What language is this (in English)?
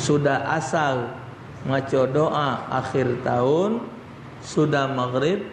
Musi